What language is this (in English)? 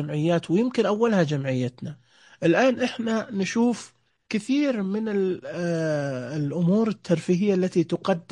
Najdi Arabic